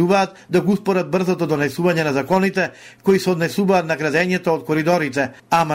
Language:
Macedonian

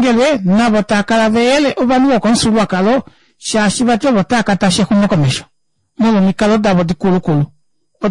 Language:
Kuanyama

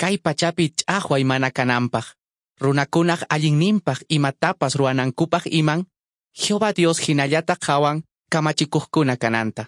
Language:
Quechua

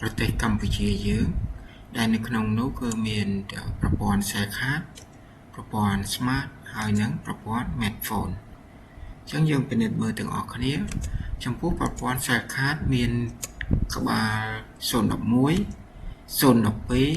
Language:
Khmer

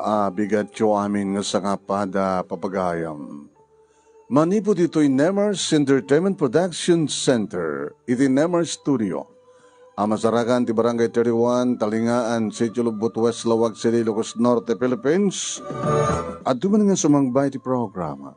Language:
Iloko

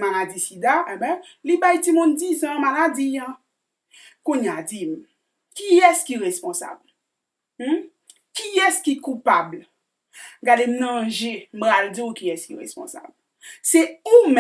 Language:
Haitian Creole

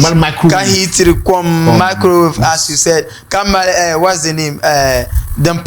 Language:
Dagbani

